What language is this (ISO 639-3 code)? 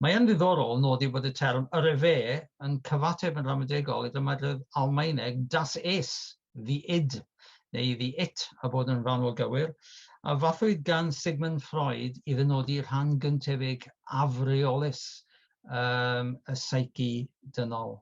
cym